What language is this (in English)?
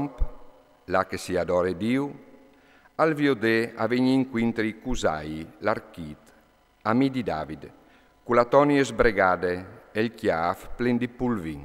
Friulian